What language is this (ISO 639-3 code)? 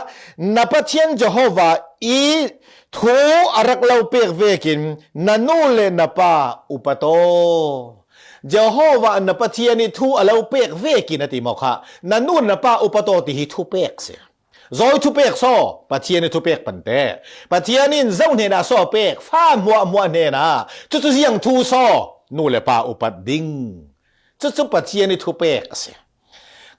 cfm